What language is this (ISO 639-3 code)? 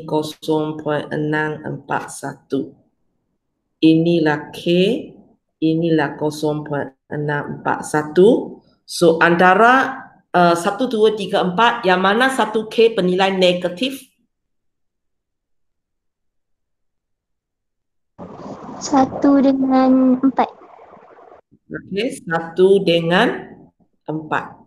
msa